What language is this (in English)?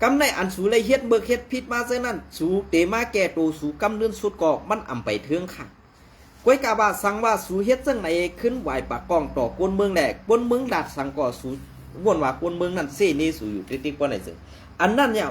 Shan